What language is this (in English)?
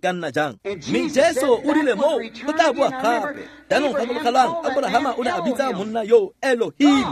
Tswana